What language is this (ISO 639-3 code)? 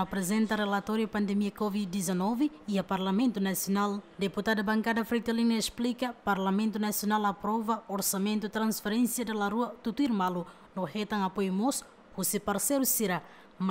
tet